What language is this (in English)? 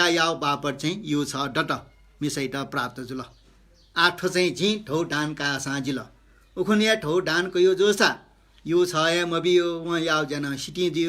Newari